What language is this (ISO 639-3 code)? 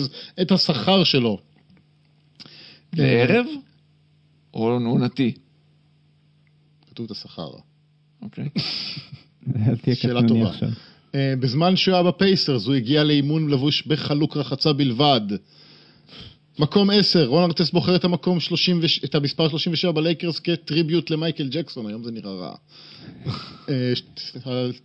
heb